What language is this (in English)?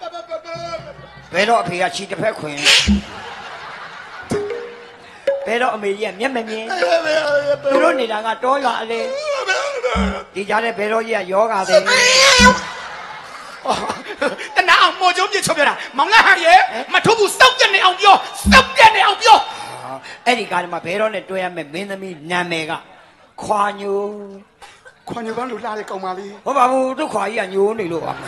Burmese